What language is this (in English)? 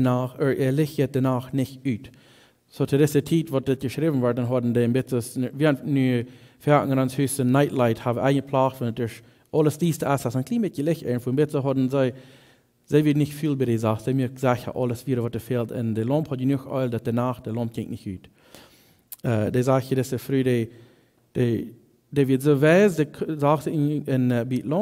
Plautdietsch